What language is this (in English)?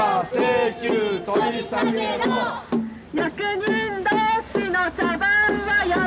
Japanese